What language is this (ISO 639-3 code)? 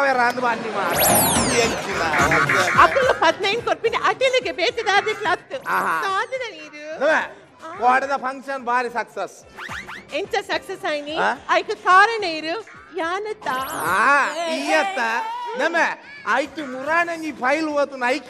tcy